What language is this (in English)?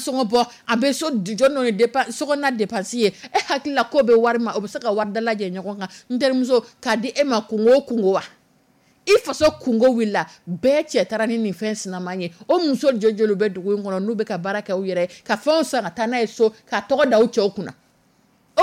Dyula